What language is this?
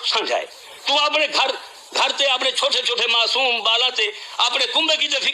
Saraiki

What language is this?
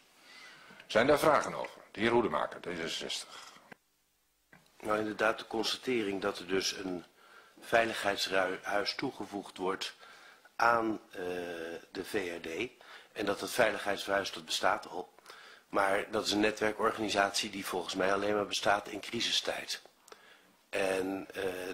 Dutch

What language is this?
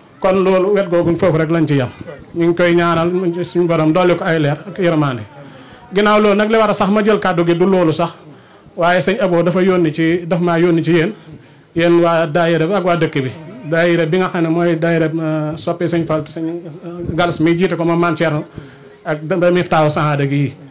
Wolof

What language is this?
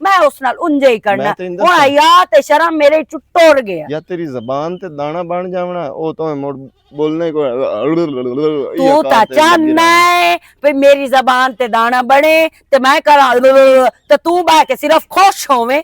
Western Panjabi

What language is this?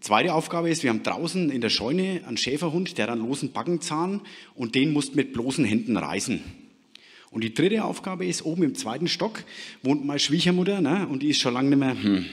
Bavarian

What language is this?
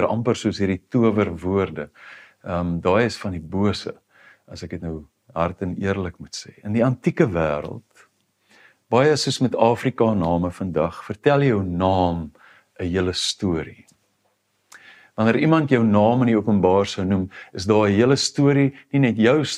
Afrikaans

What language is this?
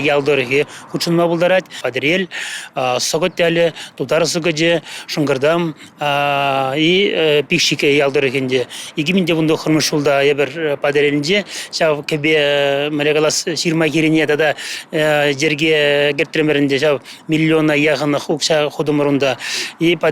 Chuvash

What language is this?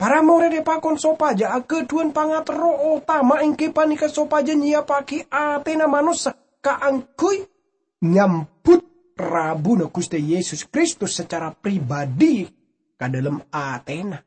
Madurese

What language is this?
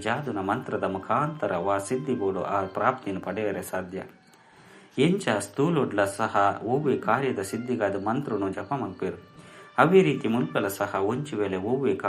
Tulu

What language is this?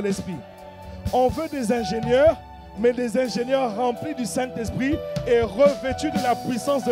French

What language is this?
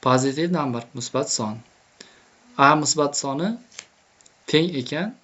Uzbek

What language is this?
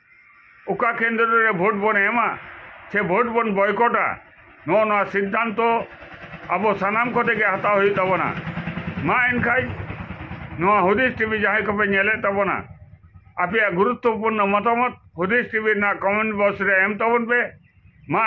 Santali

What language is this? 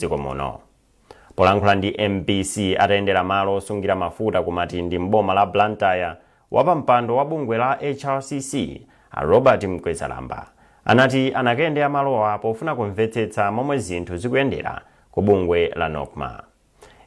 Nyanja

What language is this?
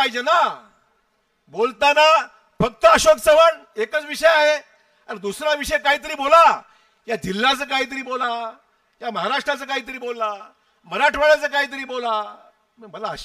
Marathi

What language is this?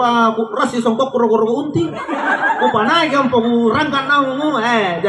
Makasar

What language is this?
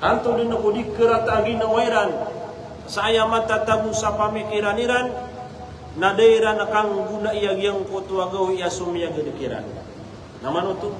Maranao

